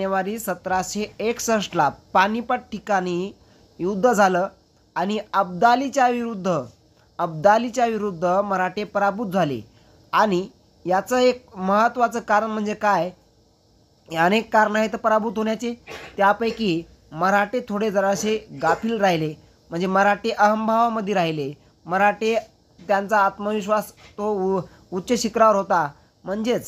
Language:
Marathi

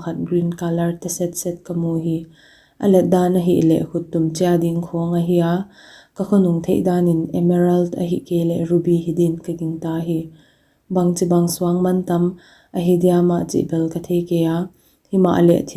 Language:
Paite Chin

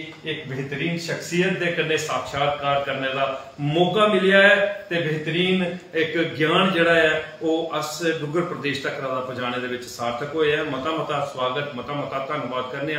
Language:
Dogri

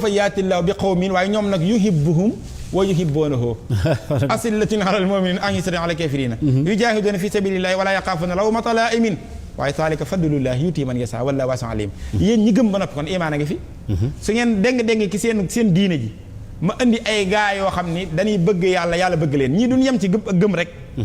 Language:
Wolof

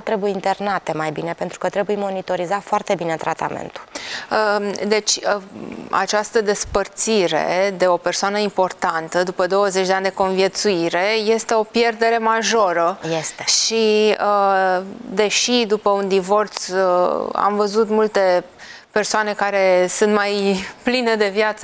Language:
Romanian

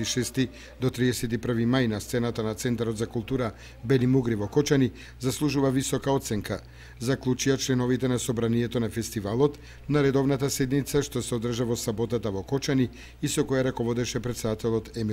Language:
Macedonian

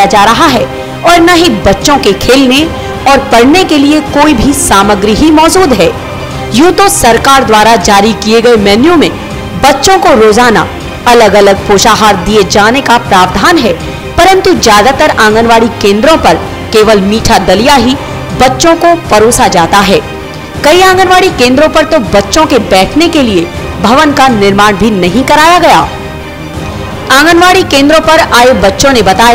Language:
Hindi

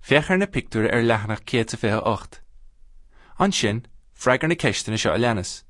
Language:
Irish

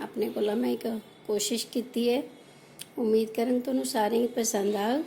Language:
Dogri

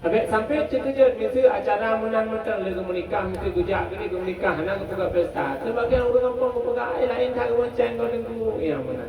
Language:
Achinese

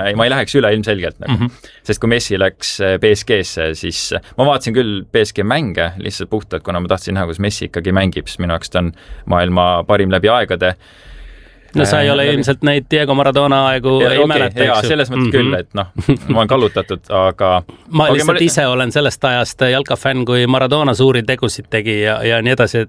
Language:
Estonian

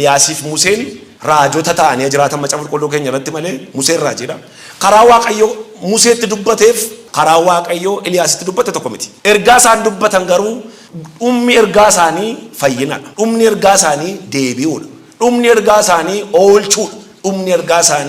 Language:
Oromo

